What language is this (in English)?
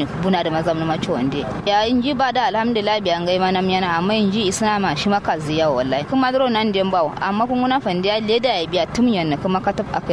Kanuri